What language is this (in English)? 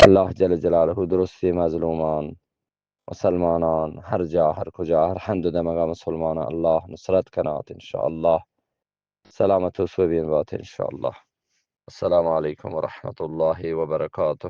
Eastern Balochi